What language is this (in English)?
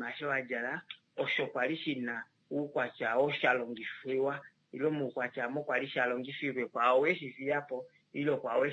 Kuanyama